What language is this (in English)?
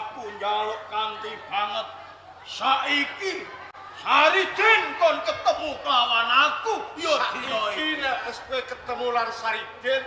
Javanese